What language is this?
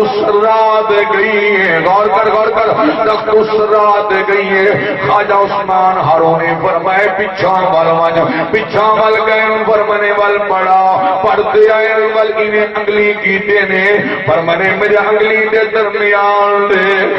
Saraiki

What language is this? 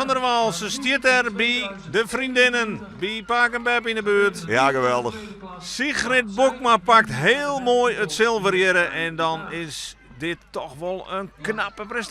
Western Frisian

